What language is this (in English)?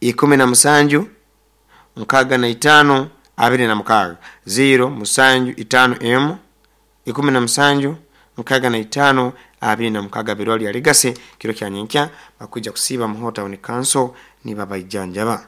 Nyoro